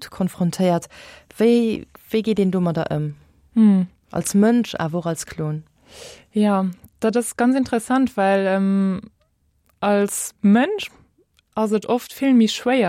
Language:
Luxembourgish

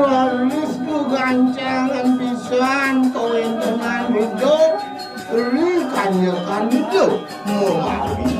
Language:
Balinese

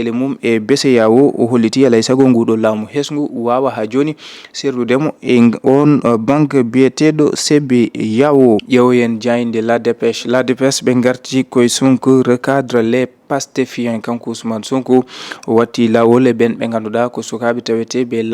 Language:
Fula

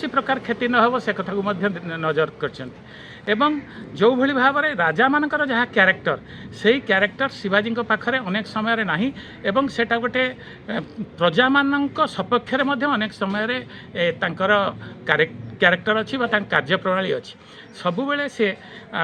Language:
Odia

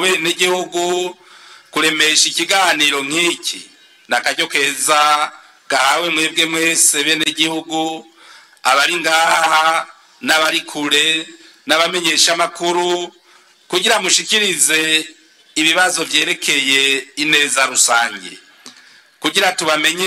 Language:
Rundi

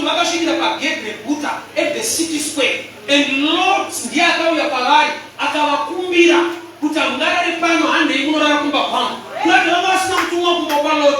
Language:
Shona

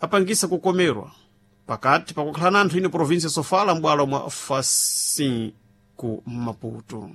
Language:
Sena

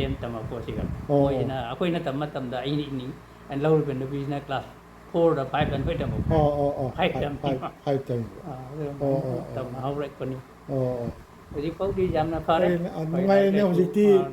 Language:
Manipuri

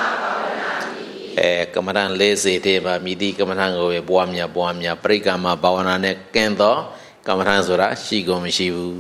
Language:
Burmese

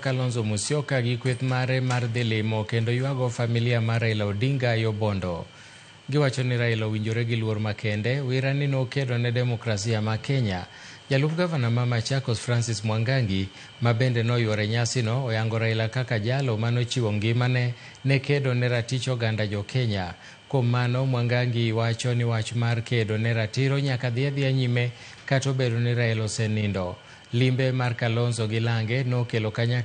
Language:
Luo (Kenya and Tanzania)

